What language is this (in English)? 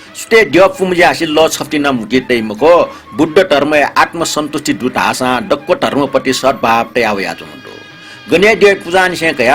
Newari